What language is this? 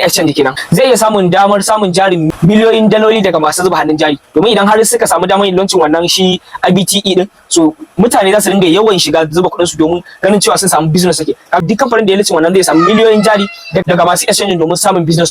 Hausa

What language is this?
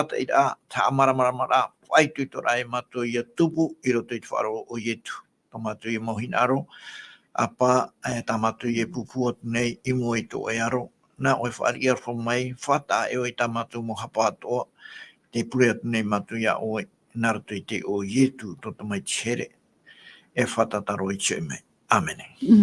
Tahitian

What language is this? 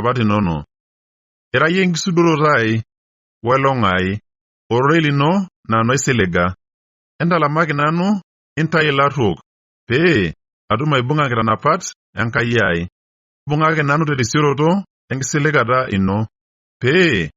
Masai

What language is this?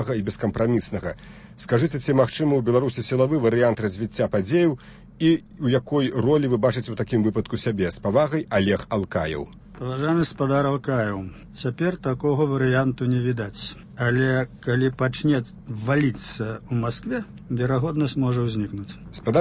Belarusian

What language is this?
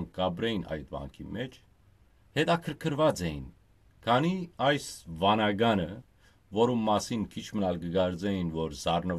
Western Armenian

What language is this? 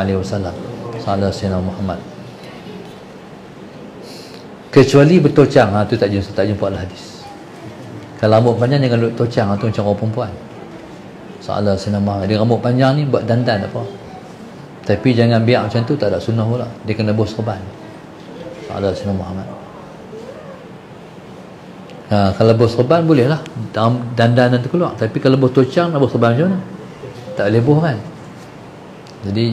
Malay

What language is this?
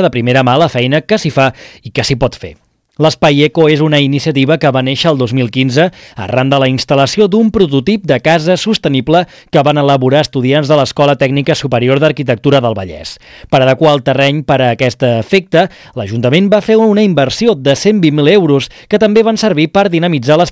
Catalan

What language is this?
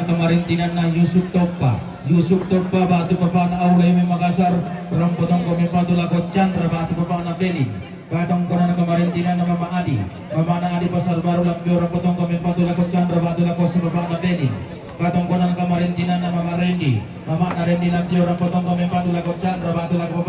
Toraja-Sa'dan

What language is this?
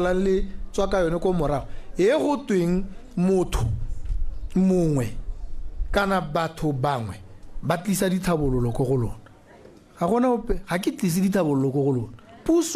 Tswana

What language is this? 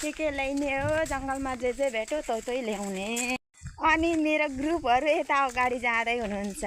Nepali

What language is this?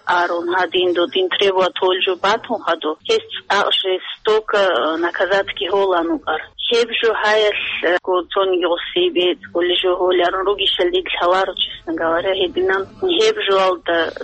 Avaric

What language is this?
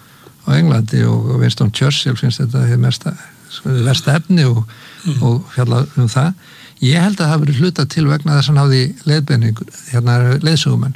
Icelandic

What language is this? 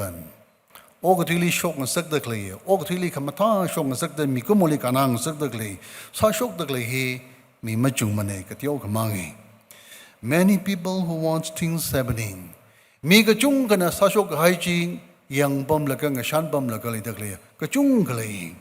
Tangkhul Naga (India)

